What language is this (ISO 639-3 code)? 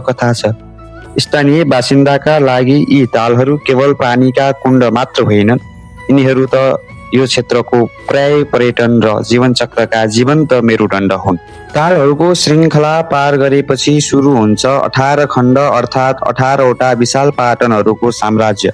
nep